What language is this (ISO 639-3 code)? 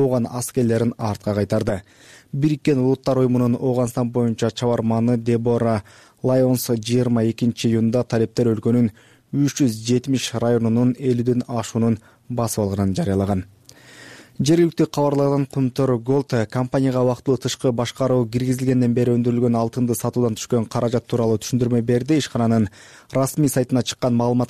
kir